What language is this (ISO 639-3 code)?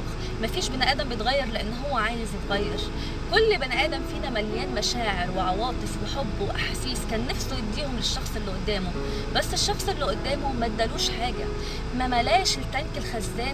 arz